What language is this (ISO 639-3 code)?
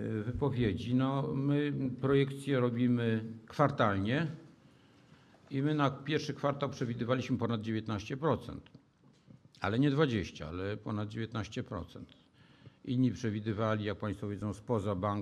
pol